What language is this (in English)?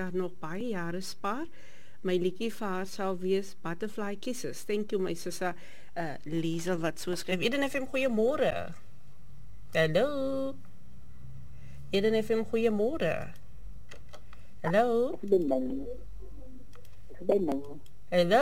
Afrikaans